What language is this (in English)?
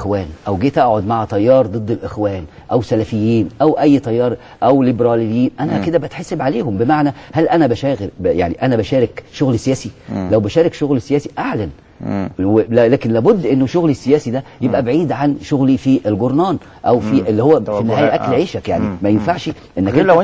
Egyptian Arabic